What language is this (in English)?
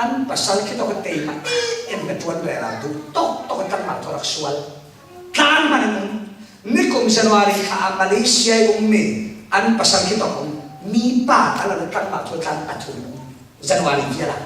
Falam Chin